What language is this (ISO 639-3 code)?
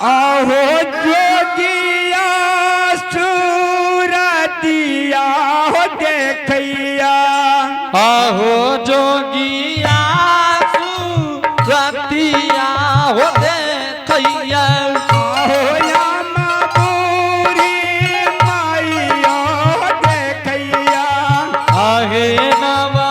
anp